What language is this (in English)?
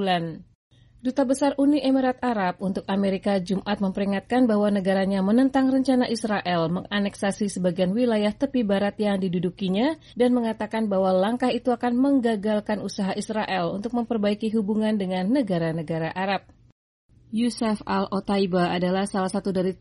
Indonesian